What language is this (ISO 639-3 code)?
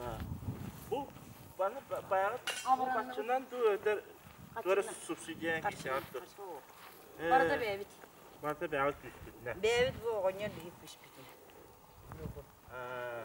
sah